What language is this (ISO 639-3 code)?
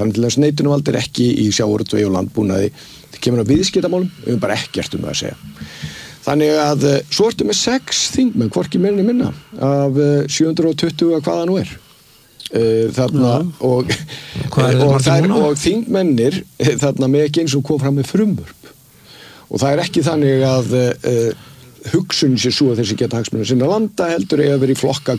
isl